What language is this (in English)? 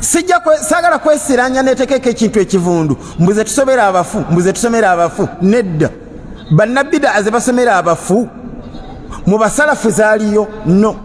Ganda